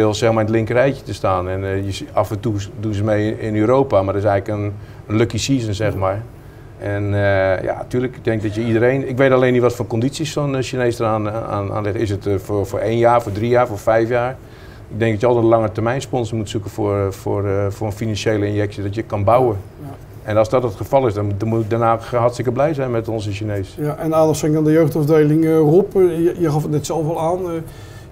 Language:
Dutch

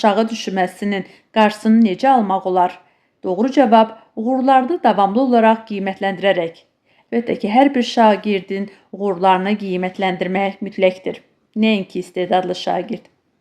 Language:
Azerbaijani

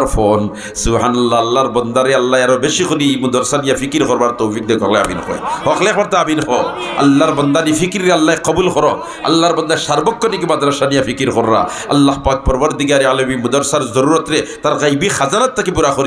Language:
Sylheti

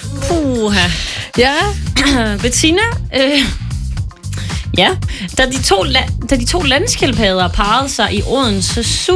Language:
Danish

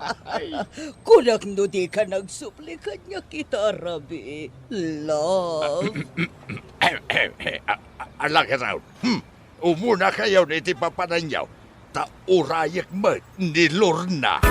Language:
Iloko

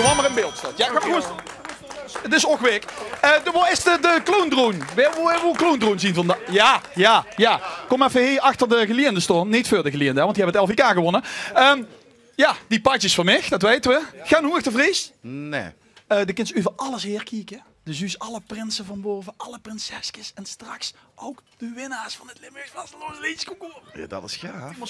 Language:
Limburgish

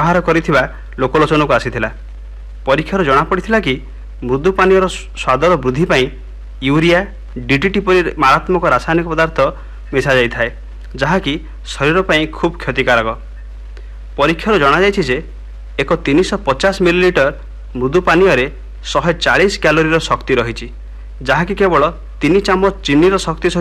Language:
Odia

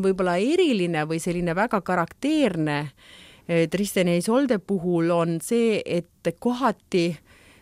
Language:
Estonian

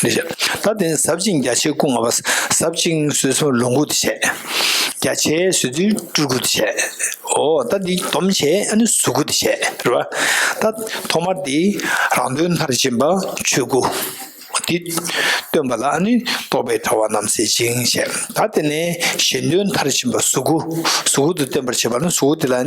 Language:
Tibetan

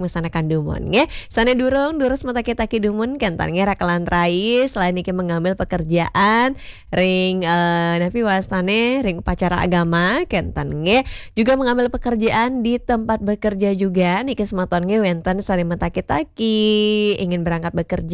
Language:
Balinese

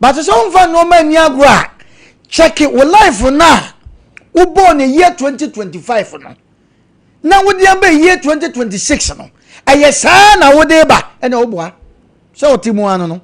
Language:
Akan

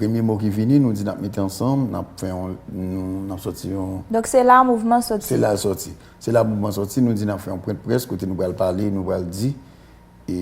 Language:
Haitian Creole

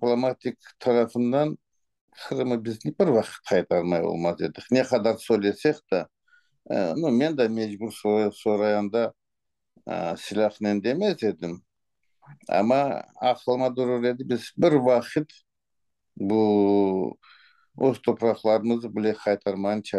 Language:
Crimean Tatar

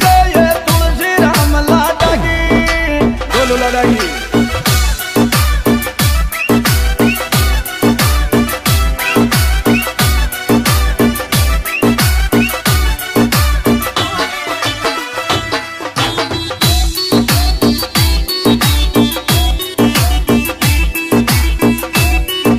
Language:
Hindi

